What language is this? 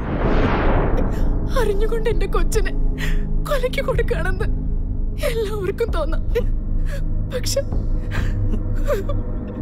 Malayalam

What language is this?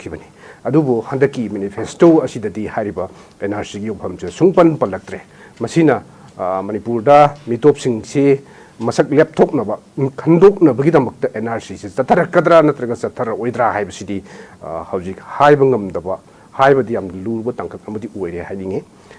Manipuri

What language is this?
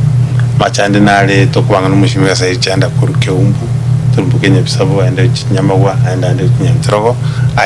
Gusii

